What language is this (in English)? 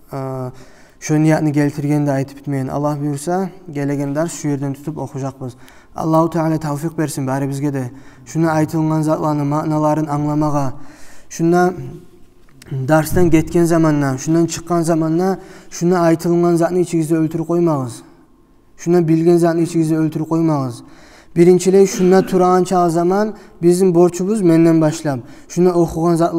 Kumyk